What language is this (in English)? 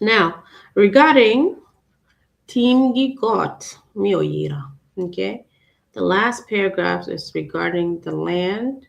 Acoli